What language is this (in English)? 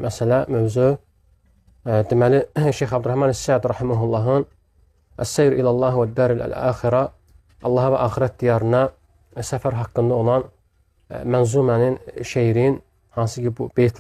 Azerbaijani